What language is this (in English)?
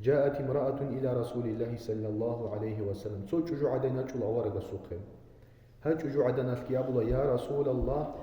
Avaric